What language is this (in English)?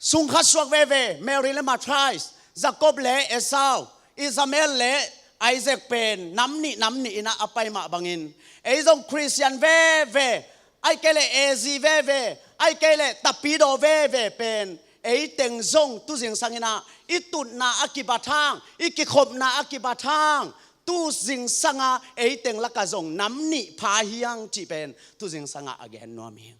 Tedim Chin